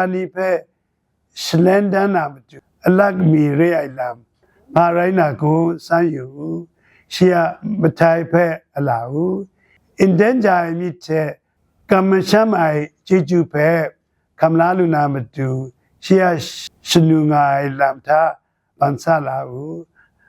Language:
Kachin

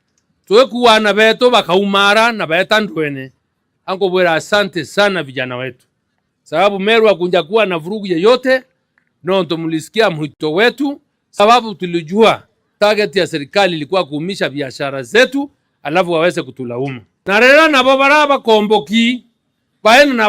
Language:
Meru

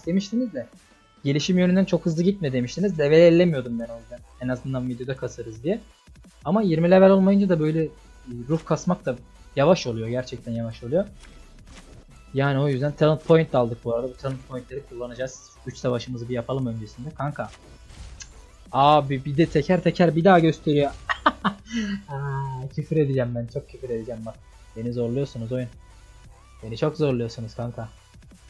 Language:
Turkish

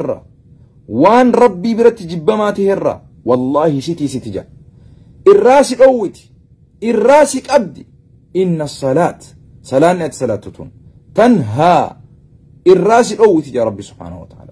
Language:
Oromo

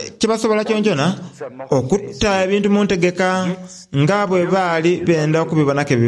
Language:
Soga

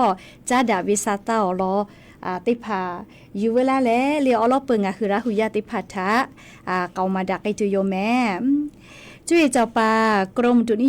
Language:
Lahu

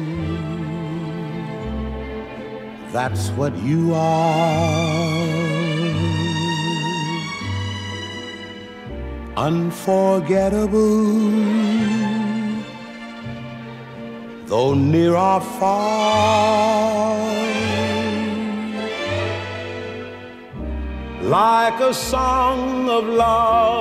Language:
English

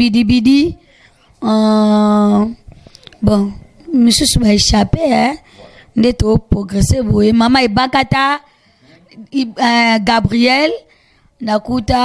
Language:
Lingala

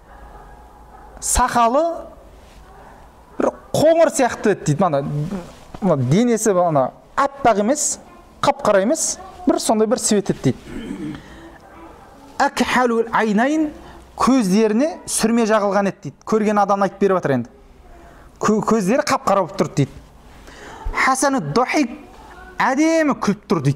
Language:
Kazakh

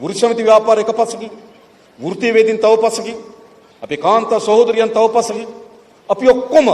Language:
Sinhala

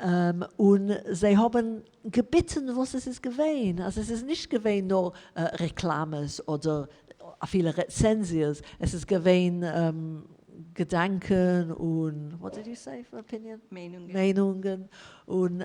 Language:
Yiddish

